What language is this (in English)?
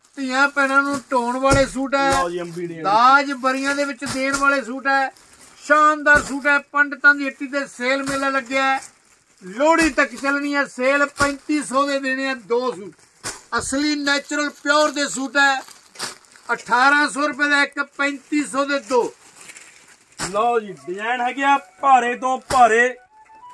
Punjabi